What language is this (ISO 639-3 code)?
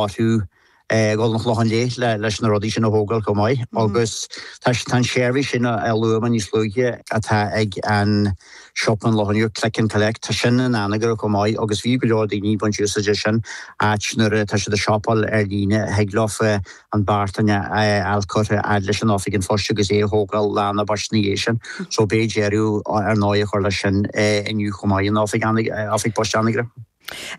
gle